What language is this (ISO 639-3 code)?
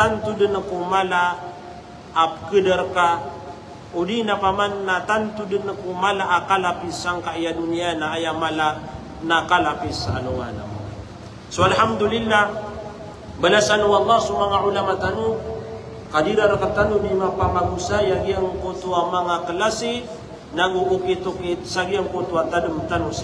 mrw